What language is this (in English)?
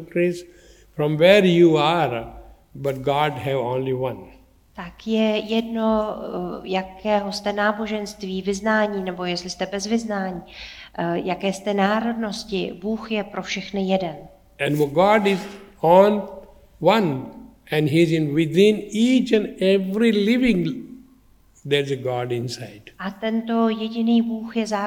Czech